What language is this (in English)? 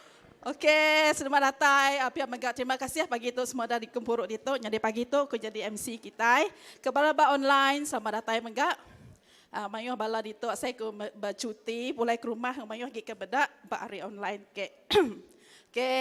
Iban